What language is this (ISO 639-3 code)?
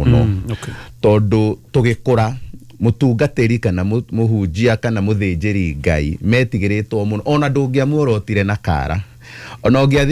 kik